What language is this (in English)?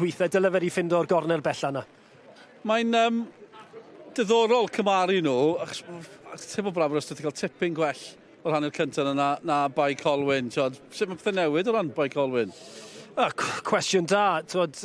Welsh